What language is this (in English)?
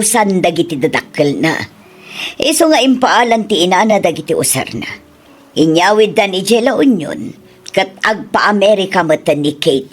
Iloko